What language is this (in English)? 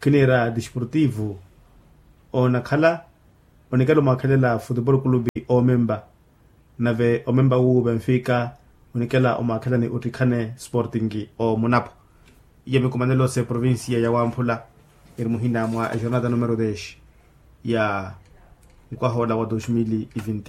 Makhuwa